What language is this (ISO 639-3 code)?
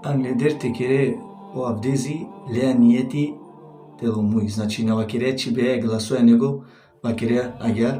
rmn